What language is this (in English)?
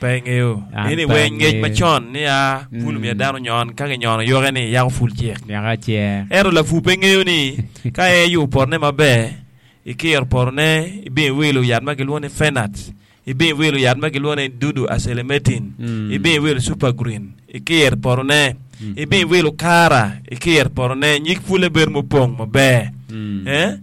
Acoli